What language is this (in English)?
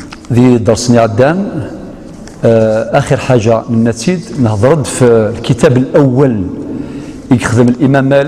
Algerian Arabic